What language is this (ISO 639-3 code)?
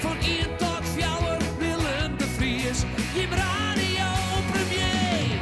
fry